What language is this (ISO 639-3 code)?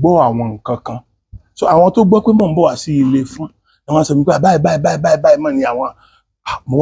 yor